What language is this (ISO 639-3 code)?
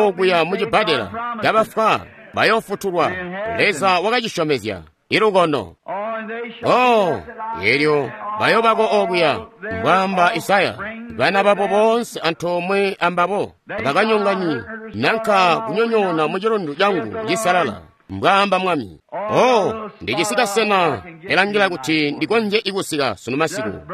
toi